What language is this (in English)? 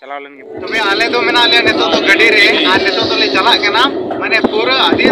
Santali